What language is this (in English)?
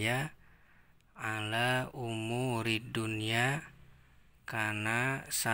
Sundanese